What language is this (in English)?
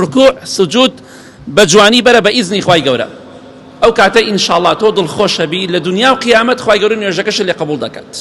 Central Kurdish